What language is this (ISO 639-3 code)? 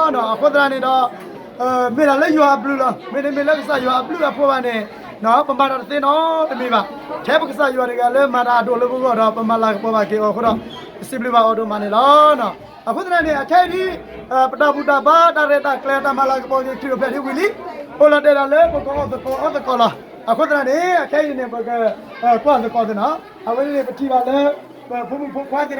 ksw